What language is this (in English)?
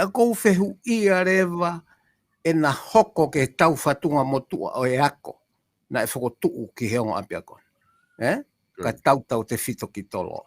Tongan